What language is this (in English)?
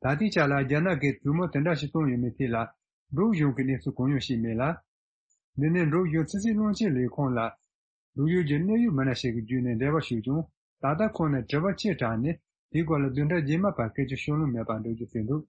Tibetan